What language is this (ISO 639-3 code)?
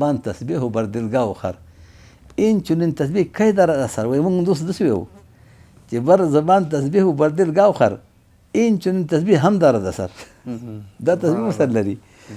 pus